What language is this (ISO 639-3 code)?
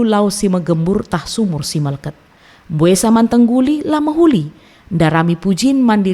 btx